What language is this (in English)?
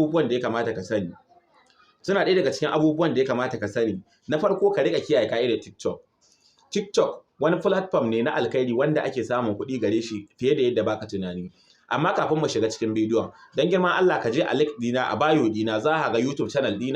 Hausa